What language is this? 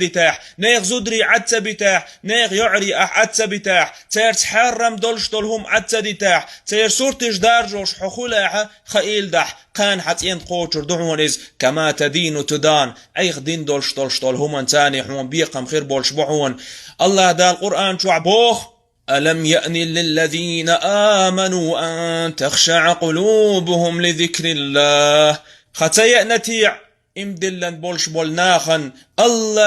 Chechen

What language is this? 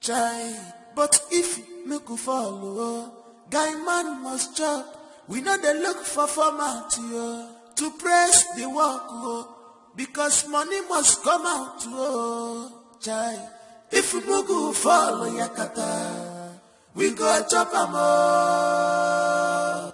Nigerian Pidgin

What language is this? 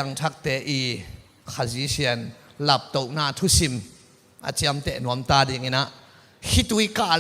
Tedim Chin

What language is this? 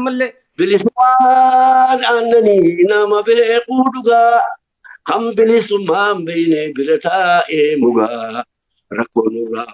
Oromo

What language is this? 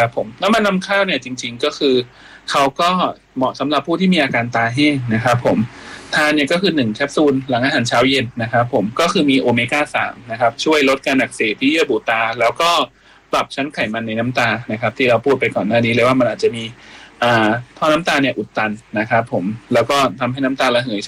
Thai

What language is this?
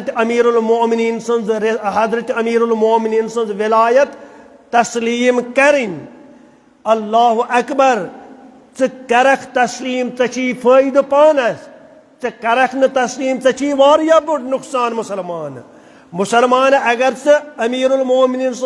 Kashmiri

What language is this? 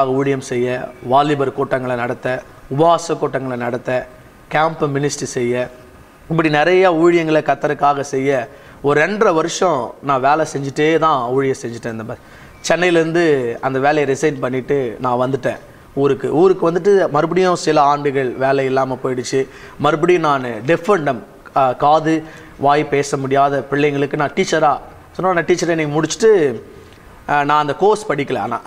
Tamil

